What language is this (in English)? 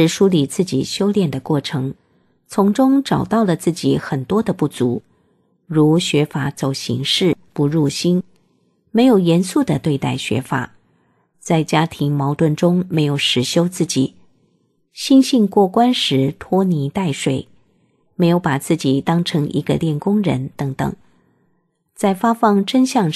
Chinese